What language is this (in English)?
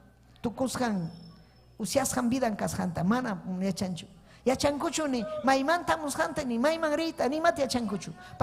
Ayacucho Quechua